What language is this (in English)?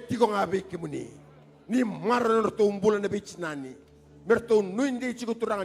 Fijian